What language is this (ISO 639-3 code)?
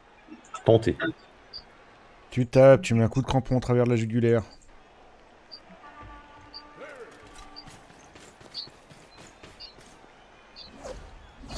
fra